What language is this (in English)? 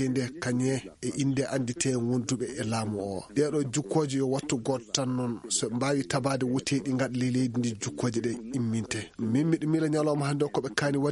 Fula